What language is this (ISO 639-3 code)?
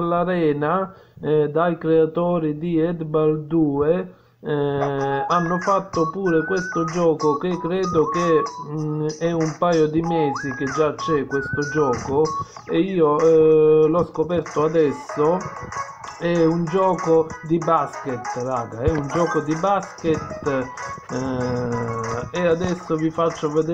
ita